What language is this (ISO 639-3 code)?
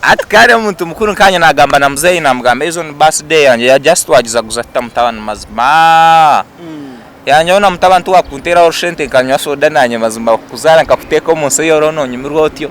nyn